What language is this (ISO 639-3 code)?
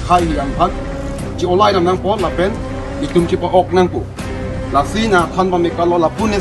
mjw